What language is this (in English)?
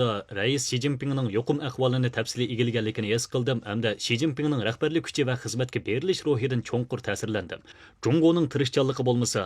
Uyghur